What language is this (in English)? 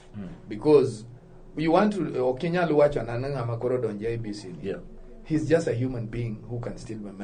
Luo (Kenya and Tanzania)